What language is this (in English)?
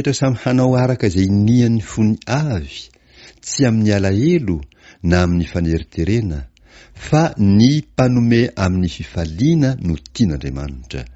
Malagasy